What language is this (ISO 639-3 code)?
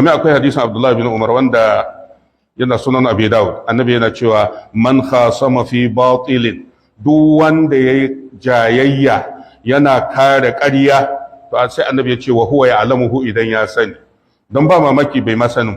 hau